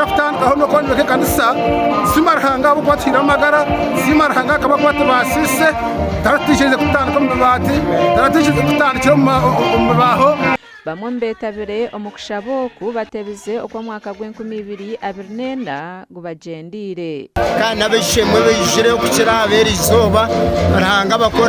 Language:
Nyankole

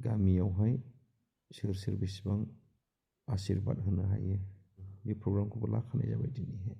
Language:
Bodo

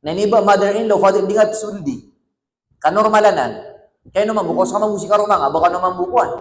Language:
Maranao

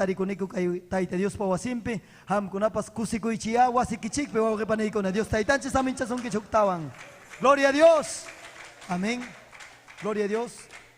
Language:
Ayacucho Quechua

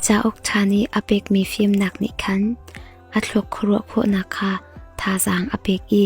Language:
Hakha Chin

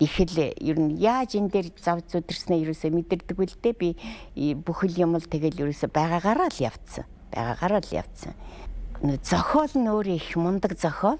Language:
Mongolian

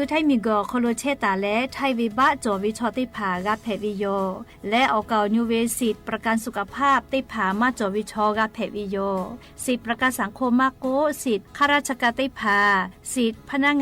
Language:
Lahu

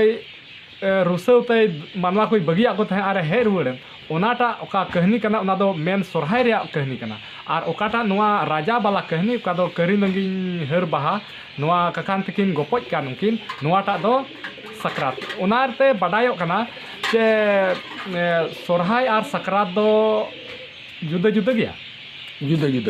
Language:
Santali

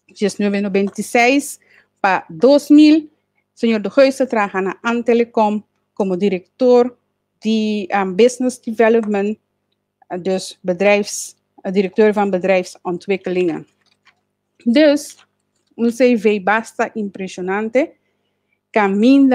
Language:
Papiamento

